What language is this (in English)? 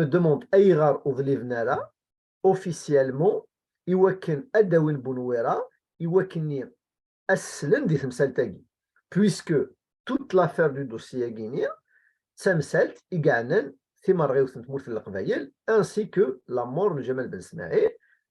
Kabyle